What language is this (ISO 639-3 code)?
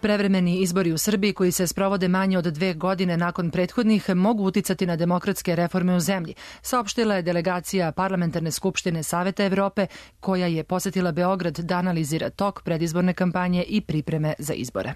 srp